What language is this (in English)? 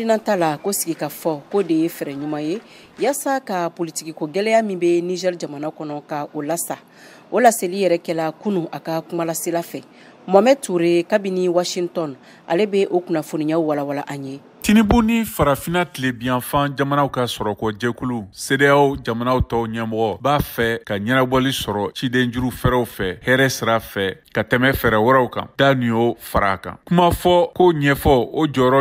Bambara